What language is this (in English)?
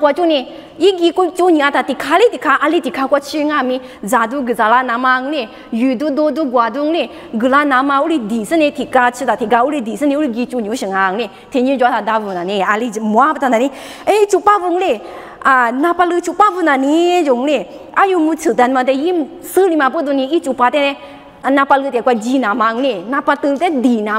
Lisu